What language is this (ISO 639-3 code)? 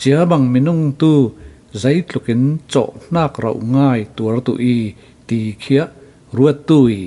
cfm